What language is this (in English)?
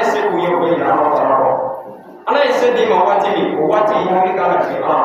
Bambara